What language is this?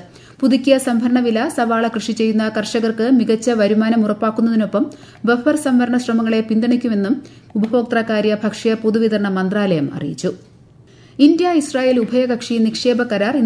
Malayalam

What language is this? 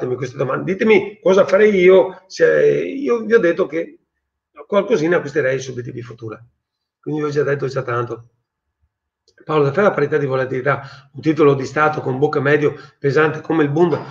Italian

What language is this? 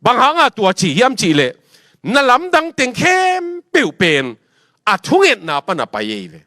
Tedim Chin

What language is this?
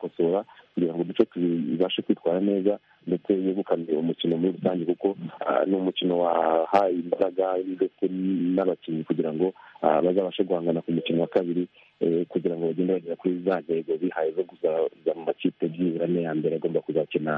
Kinyarwanda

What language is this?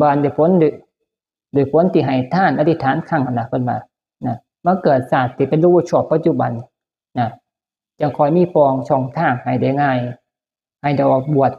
Northeastern Thai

